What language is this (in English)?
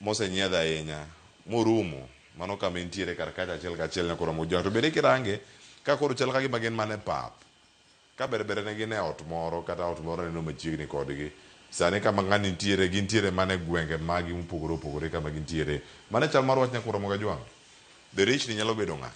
Luo (Kenya and Tanzania)